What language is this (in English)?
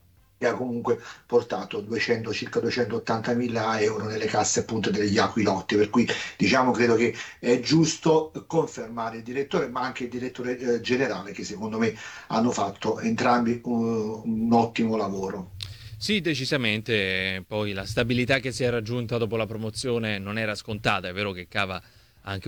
Italian